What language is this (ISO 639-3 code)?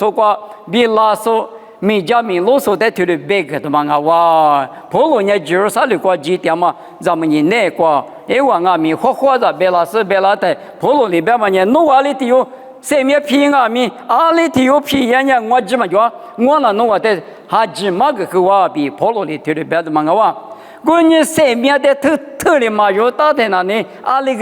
lis